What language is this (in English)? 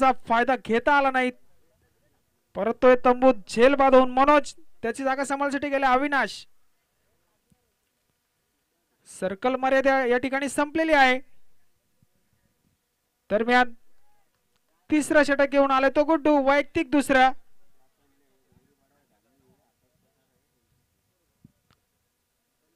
Marathi